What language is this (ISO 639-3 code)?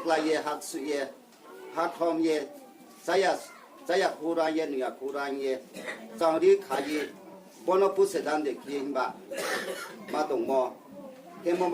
ria